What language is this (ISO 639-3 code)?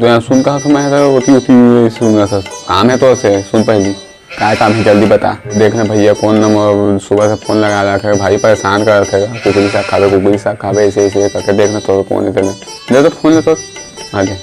hne